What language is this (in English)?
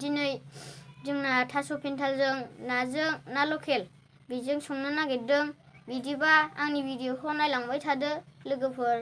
Bodo